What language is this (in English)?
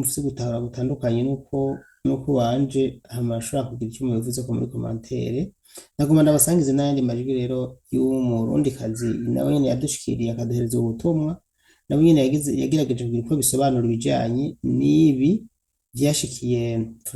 Rundi